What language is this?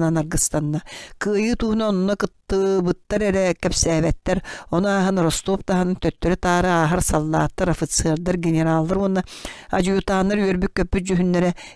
Yakut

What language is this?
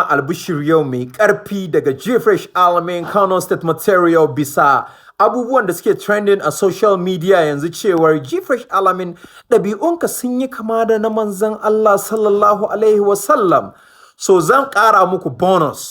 Hausa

